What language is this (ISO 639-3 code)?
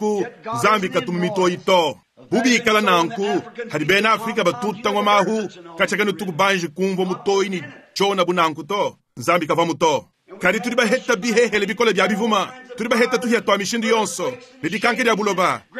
lua